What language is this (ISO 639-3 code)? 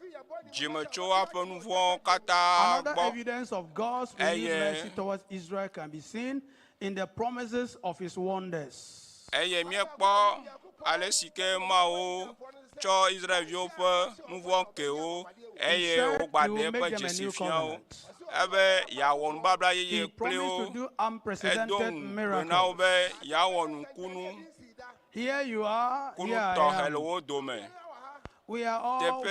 ewe